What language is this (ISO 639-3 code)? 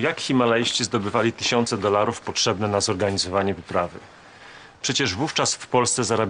pol